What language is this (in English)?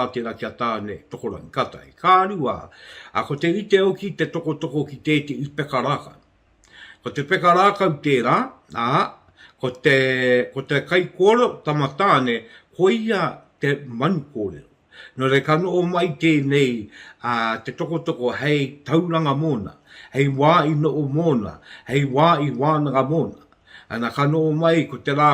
Māori